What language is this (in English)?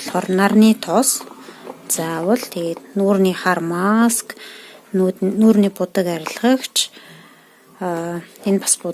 Mongolian